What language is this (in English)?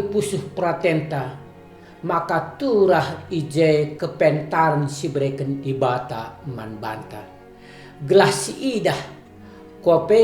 Batak Karo